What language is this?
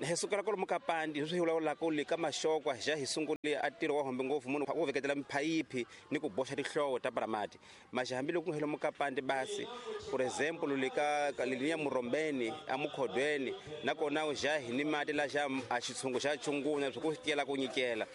Tsonga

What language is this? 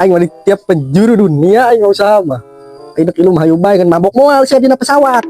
Sundanese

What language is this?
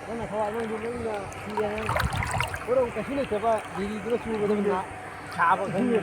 Manipuri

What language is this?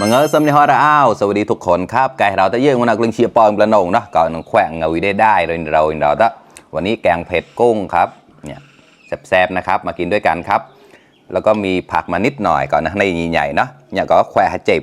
Mon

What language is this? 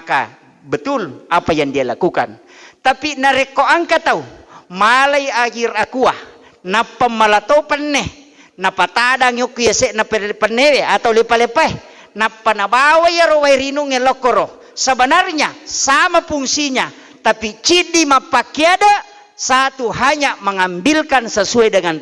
Buginese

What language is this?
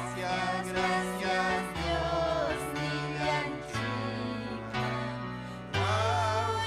Ayacucho Quechua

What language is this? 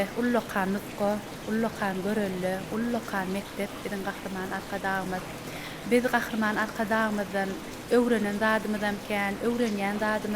Turkmen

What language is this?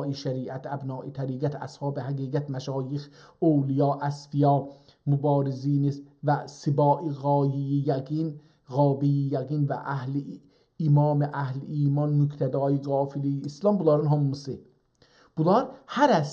South Azerbaijani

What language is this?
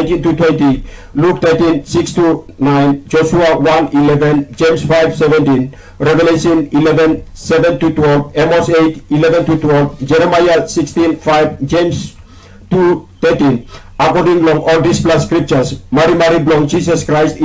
Tok Pisin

